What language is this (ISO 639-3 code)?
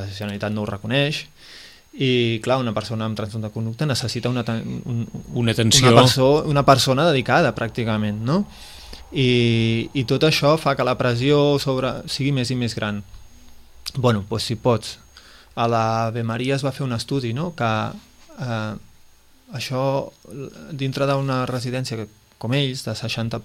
cat